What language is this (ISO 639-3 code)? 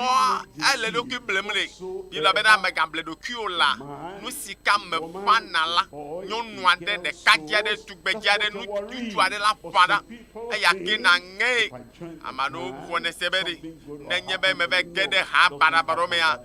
ewe